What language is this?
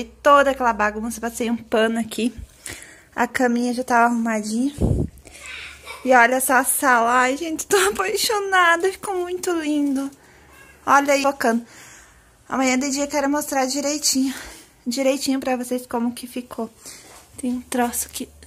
Portuguese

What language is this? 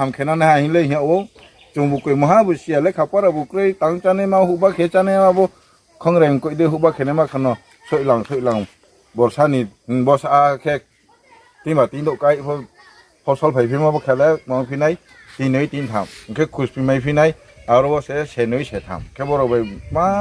Riang (India)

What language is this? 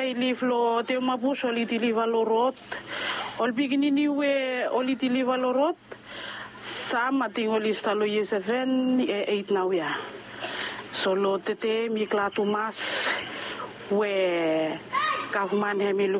Bislama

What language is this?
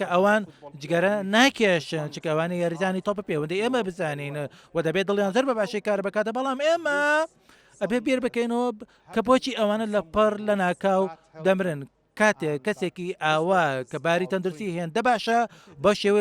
Central Kurdish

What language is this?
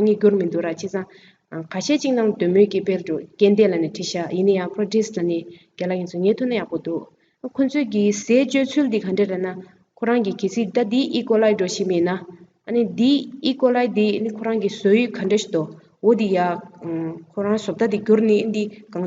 Tibetan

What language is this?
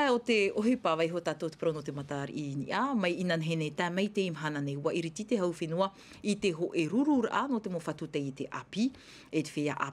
Tahitian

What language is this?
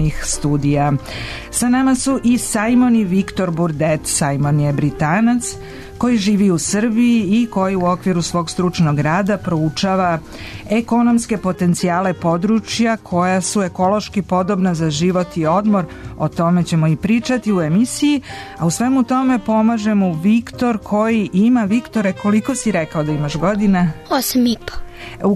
Serbian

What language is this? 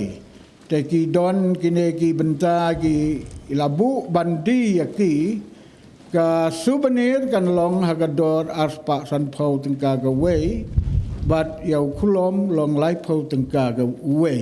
Khasi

